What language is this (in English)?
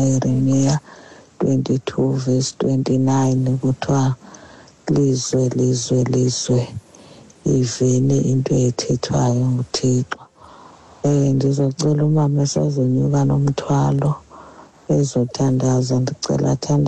Xhosa